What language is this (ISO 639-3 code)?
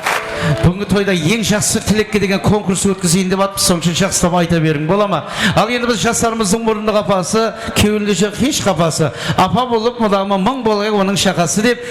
kaa